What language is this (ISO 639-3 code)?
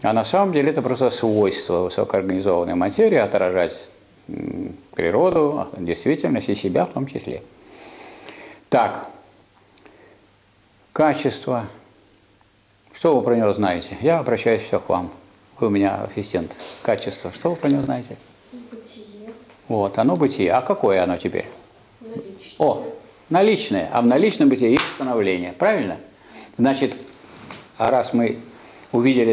rus